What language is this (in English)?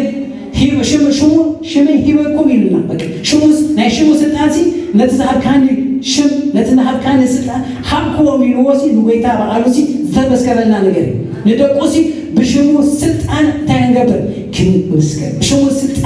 Tigrinya